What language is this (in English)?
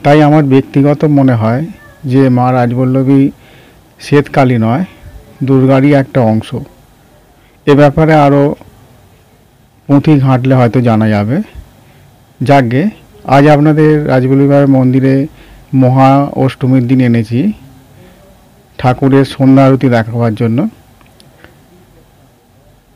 Bangla